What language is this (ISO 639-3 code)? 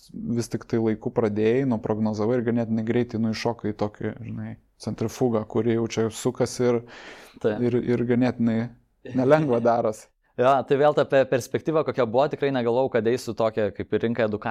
lit